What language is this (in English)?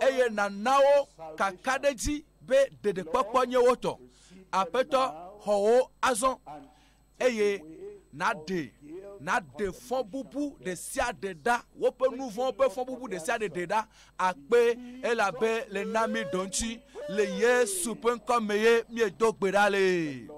Ewe